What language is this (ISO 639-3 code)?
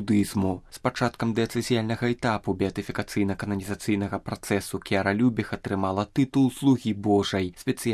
bel